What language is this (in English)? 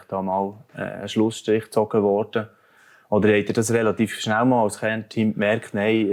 Swiss German